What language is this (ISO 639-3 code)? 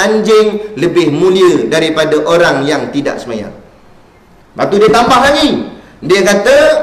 msa